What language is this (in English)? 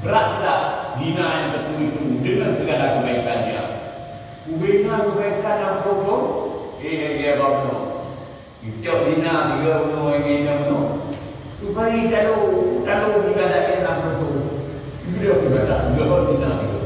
Achinese